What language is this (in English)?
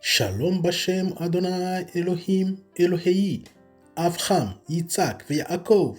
Kinyarwanda